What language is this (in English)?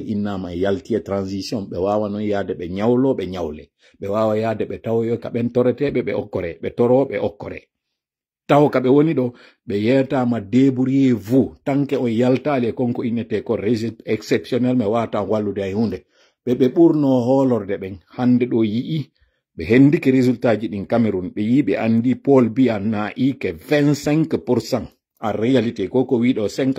Pular